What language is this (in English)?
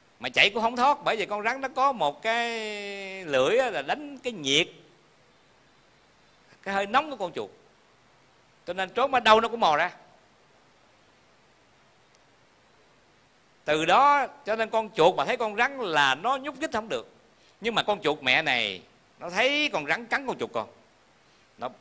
Vietnamese